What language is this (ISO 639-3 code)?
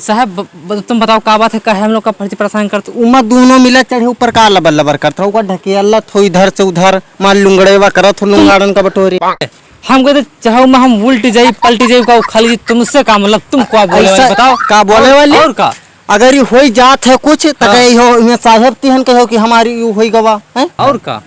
awa